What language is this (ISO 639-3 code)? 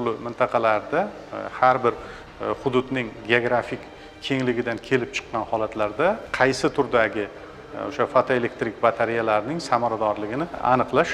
uzb